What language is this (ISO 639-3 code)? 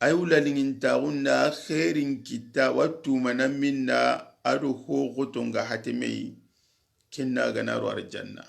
snk